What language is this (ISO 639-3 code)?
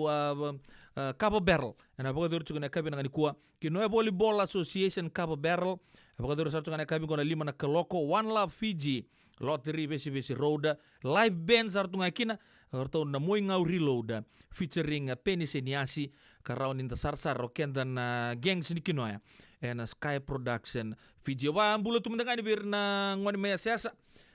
fij